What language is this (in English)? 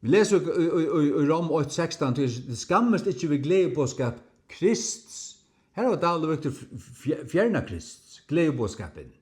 Faroese